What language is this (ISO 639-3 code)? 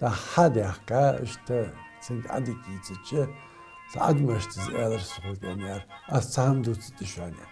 inh